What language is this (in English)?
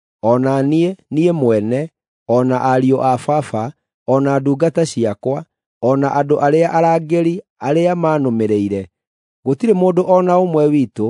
Kikuyu